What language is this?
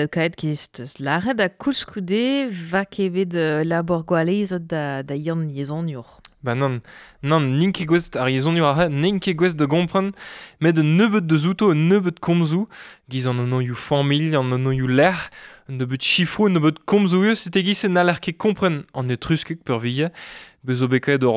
Breton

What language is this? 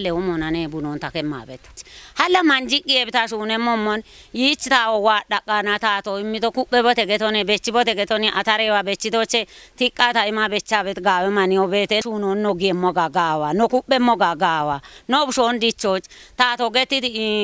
Kafa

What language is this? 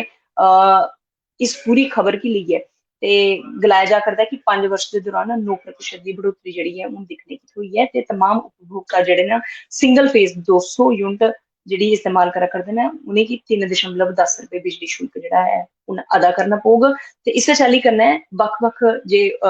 Dogri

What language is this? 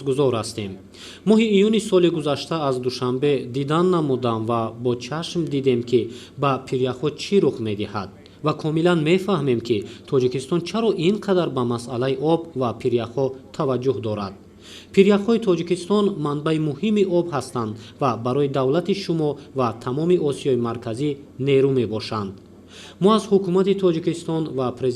Tajik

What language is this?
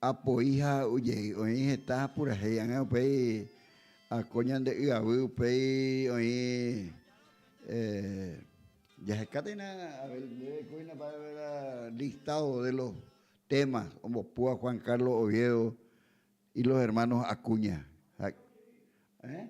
Guarani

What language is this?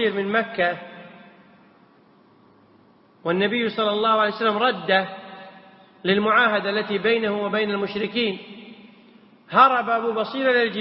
Arabic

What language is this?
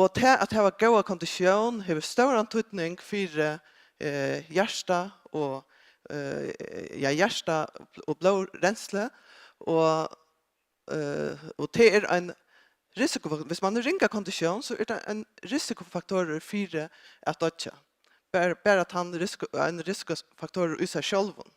Faroese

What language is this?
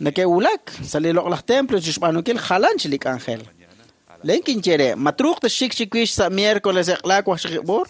Kekchí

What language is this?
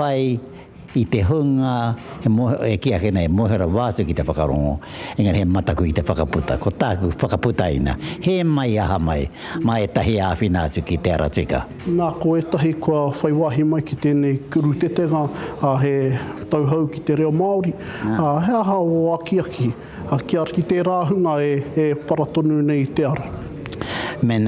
Māori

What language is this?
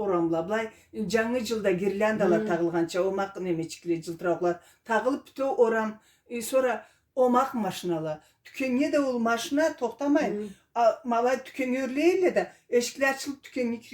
Karachay-Balkar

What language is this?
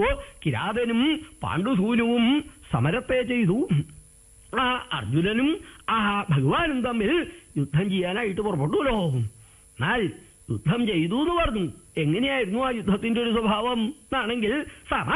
Malayalam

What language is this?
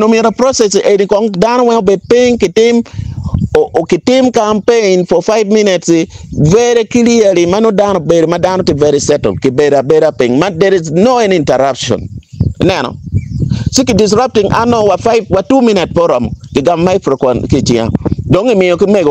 Acoli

